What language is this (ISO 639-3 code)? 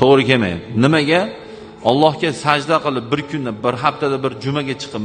uzb